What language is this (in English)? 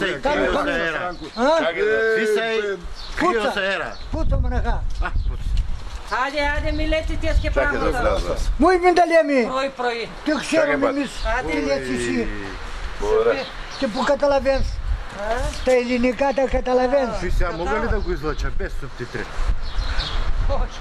Bulgarian